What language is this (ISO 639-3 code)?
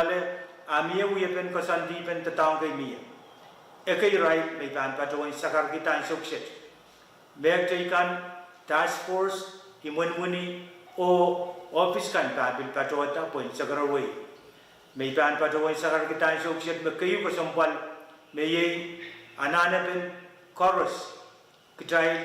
pon